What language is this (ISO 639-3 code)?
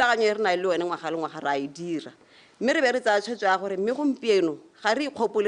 tsn